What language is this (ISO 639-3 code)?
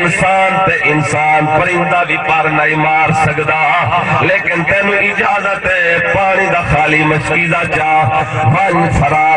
skr